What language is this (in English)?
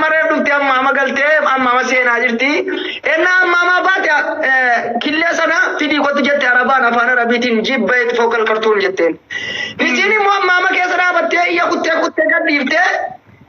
Oromo